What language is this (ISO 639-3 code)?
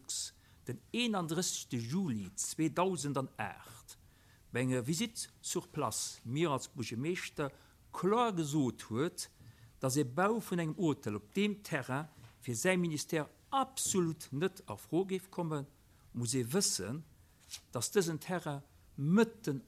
ltz